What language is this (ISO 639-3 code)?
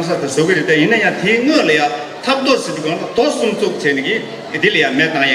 bod